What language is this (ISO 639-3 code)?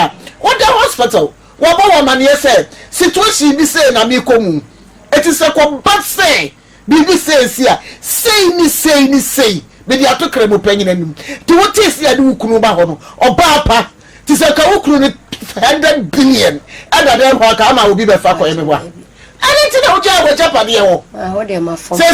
aka